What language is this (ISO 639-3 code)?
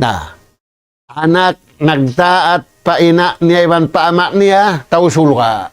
tsg